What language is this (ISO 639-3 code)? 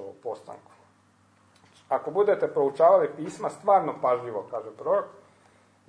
hrv